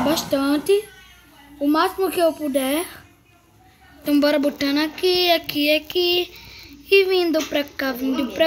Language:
Portuguese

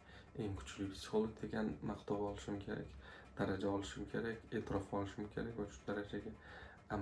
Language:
Uzbek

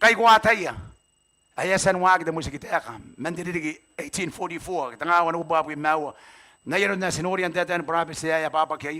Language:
Gilbertese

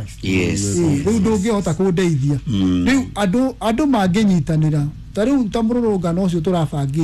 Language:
Kikuyu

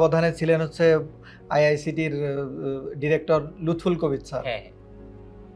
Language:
Bangla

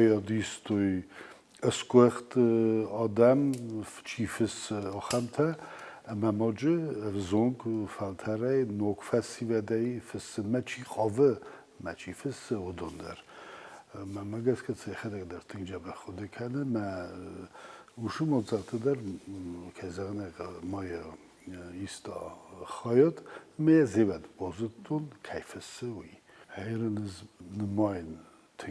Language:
Ossetic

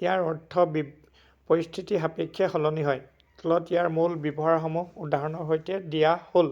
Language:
Assamese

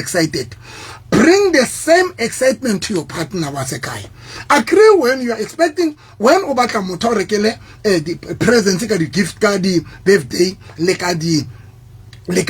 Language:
Southern Sotho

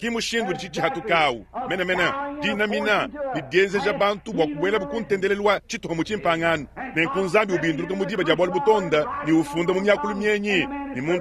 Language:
Luba-Lulua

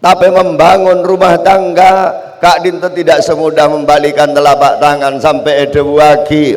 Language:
Madurese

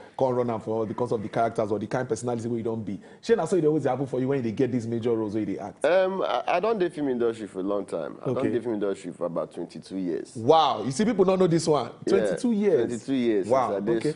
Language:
Nigerian Pidgin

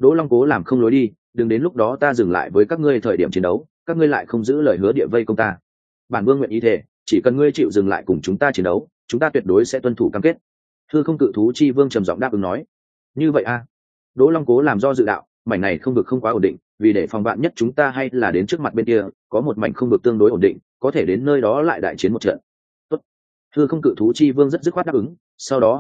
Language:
Vietnamese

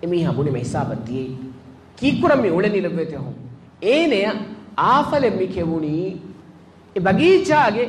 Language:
Divehi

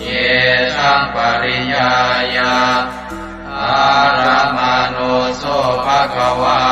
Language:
Pali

